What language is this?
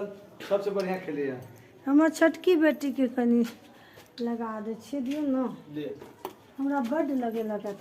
Maithili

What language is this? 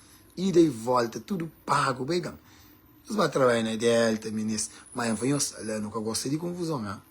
Kabuverdianu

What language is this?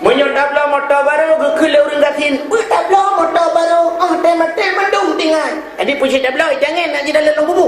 Achinese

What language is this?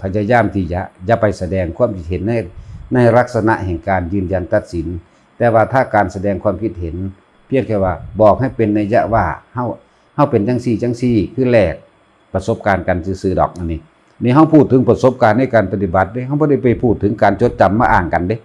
Lao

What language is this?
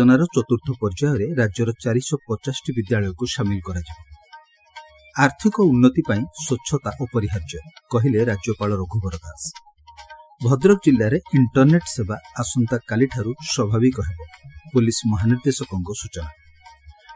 Odia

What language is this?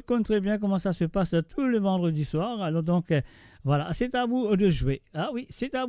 Morisyen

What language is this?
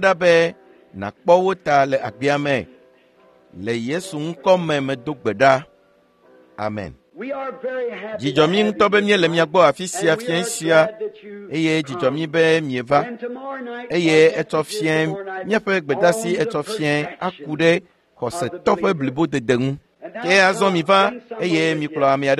Ewe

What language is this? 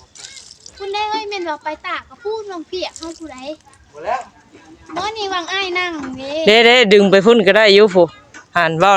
Northeastern Thai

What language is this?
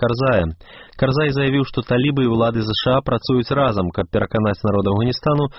Belarusian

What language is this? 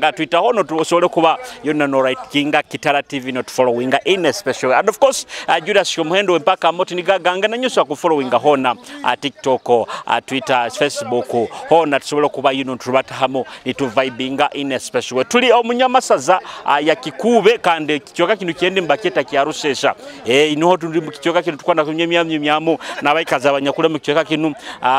Nyoro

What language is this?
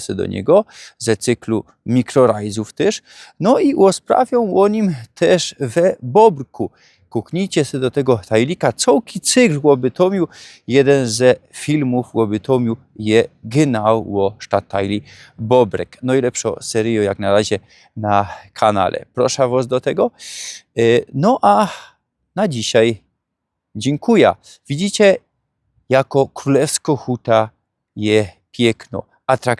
Silesian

